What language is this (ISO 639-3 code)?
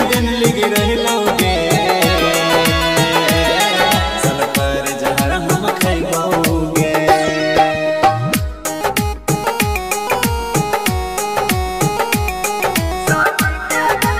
bho